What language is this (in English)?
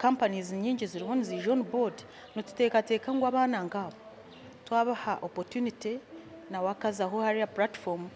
Nyankole